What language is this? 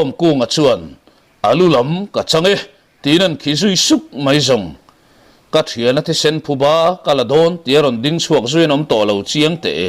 Mizo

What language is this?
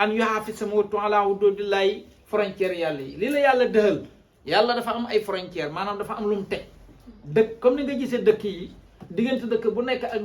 Wolof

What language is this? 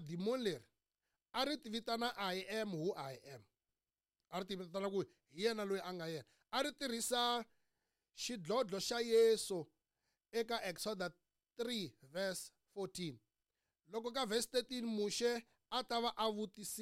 Tsonga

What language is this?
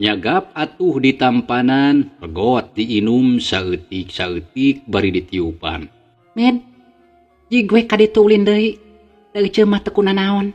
Sundanese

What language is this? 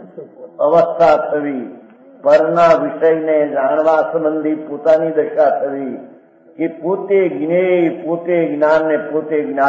Gujarati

